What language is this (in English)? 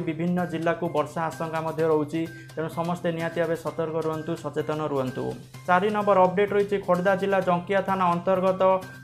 Odia